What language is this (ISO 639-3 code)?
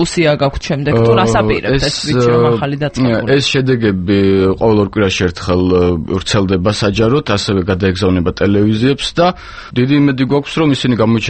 kat